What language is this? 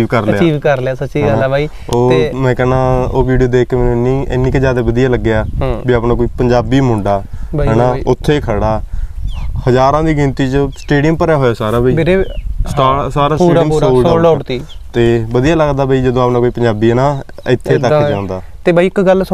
Punjabi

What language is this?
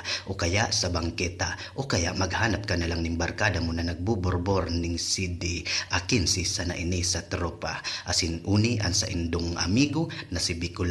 Bikol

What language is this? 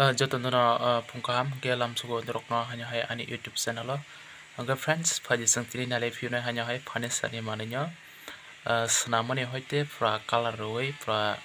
Kok Borok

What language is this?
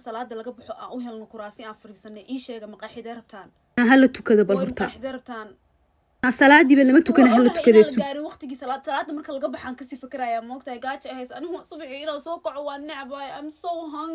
Somali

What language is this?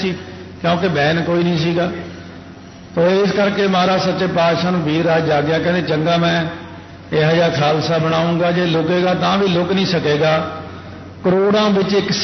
Punjabi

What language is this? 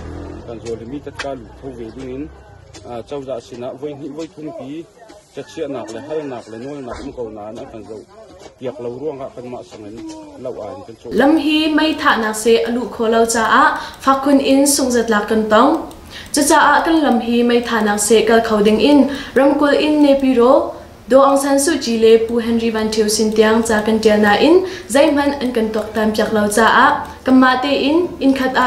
Hakha Chin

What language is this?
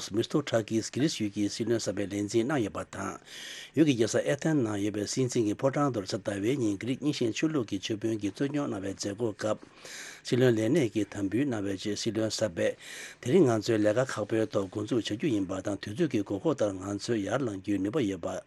Tibetan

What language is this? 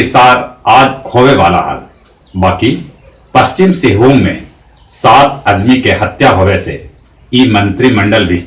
Magahi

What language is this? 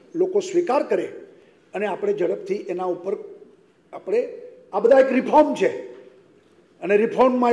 Gujarati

